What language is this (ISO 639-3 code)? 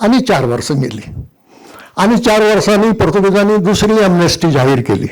kok